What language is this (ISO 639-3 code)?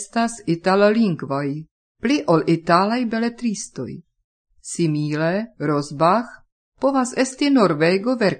epo